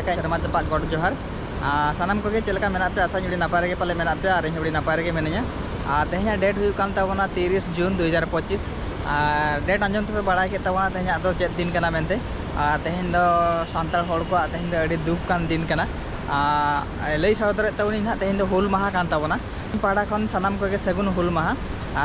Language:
Santali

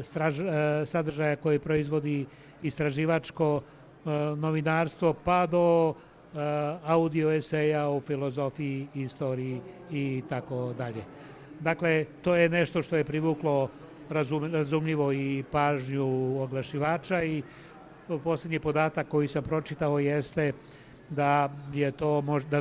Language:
Serbian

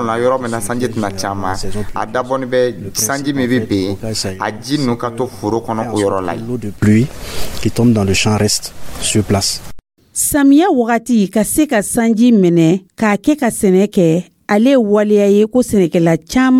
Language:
Dyula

